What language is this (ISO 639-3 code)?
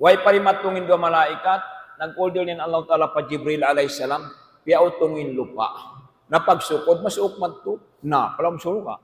tsg